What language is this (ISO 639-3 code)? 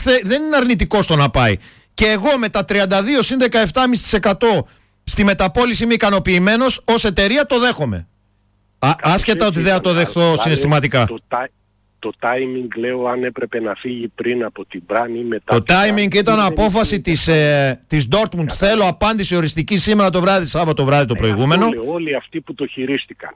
ell